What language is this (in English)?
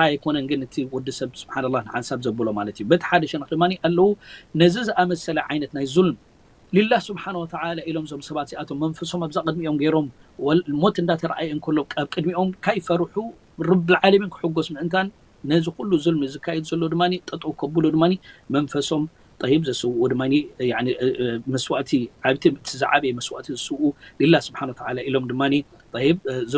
Tigrinya